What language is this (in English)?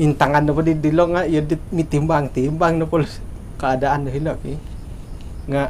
Central Dusun